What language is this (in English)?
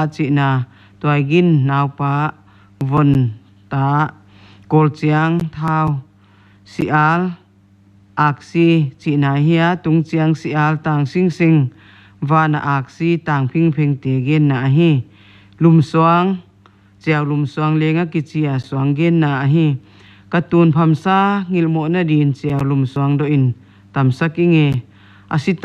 Paite Chin